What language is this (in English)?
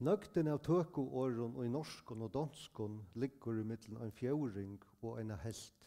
Faroese